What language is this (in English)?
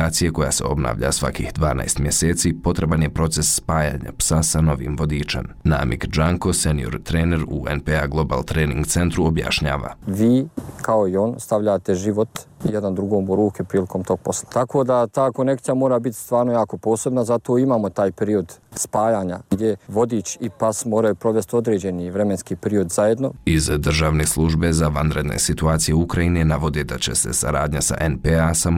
Bosnian